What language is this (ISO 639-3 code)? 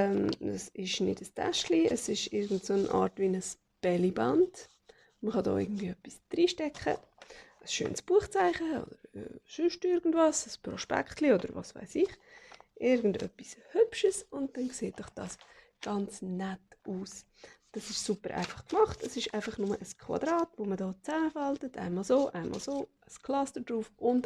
gsw